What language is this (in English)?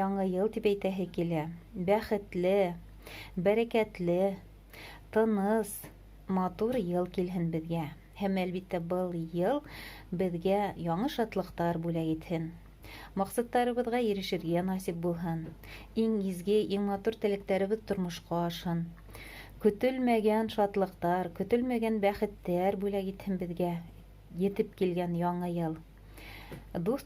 Bashkir